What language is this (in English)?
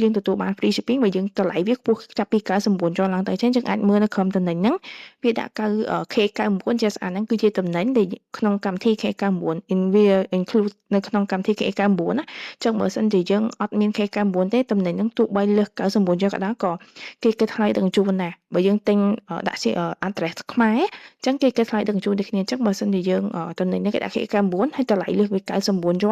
Khmer